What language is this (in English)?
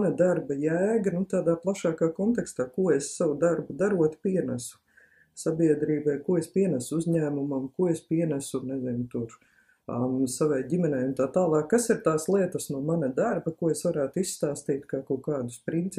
Latvian